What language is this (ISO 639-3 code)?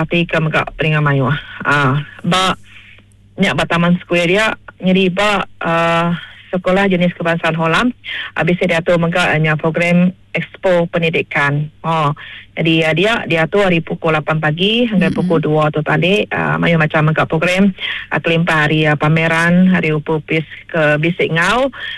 iba